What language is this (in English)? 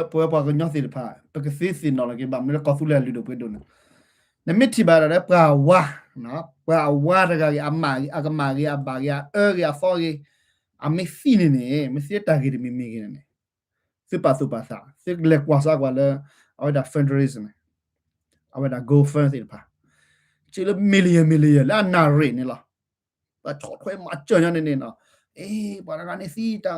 S'gaw Karen